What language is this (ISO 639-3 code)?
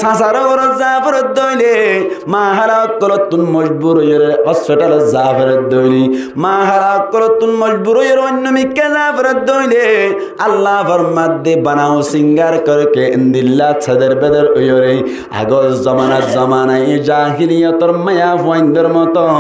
rhg